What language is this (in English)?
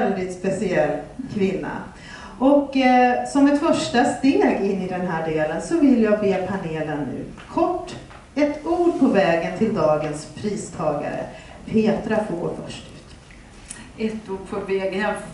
Swedish